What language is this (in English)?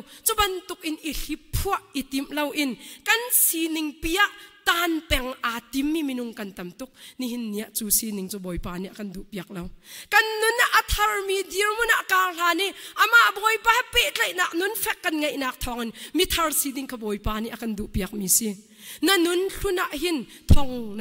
Hakha Chin